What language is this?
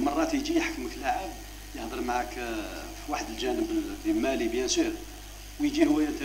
Algerian Arabic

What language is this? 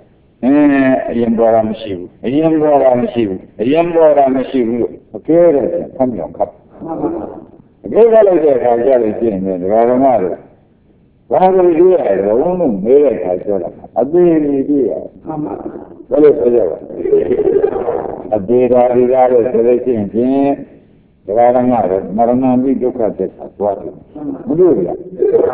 Burmese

